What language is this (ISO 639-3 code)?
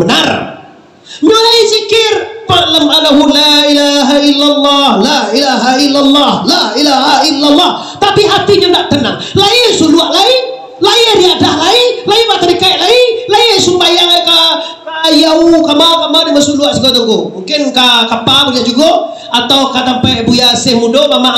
min